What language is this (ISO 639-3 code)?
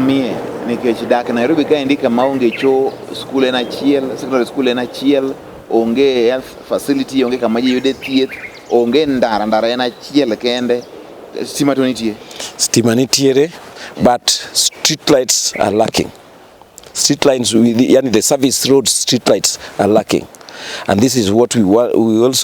luo